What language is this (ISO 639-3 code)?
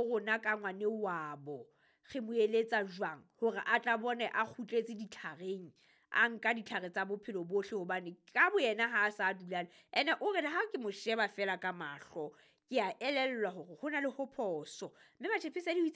sot